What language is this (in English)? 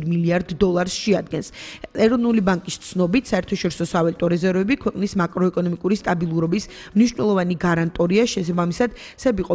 Georgian